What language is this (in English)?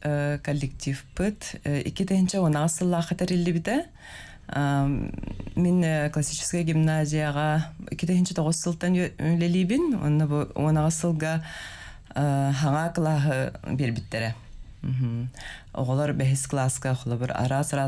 Yakut